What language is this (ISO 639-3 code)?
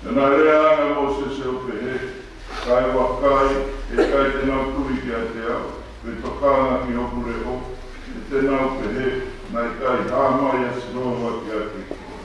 ton